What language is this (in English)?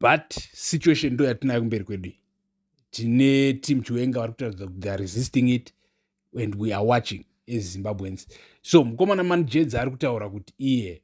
Shona